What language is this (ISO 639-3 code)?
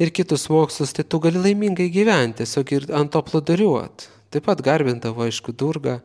lit